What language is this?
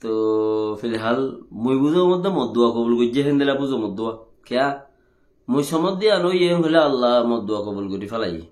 Rohingya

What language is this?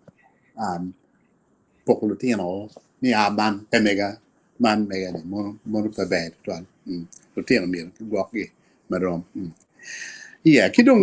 Acoli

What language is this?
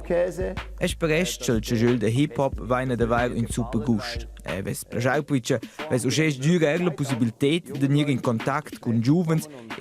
Romansh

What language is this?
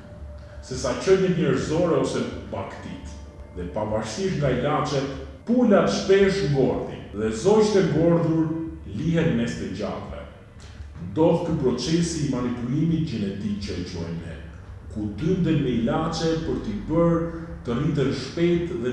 Albanian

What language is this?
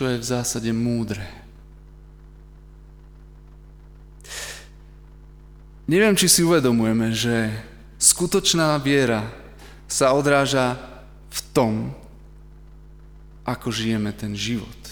Slovak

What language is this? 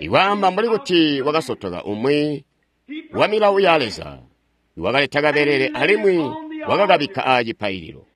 Tonga (Zambia)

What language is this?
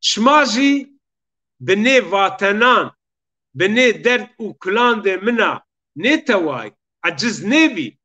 Zaza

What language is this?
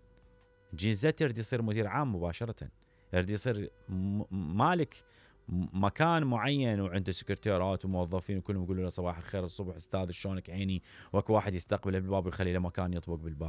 Mesopotamian Arabic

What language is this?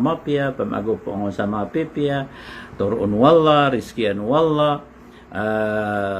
Maranao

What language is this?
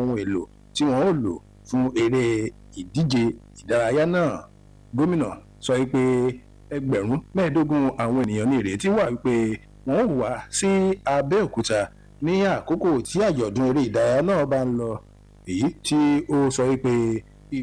Yoruba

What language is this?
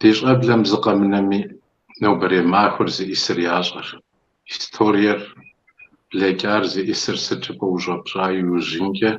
Kabardian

